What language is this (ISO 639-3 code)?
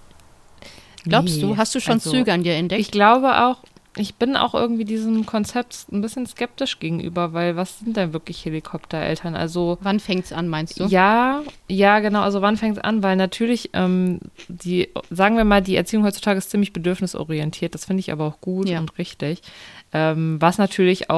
deu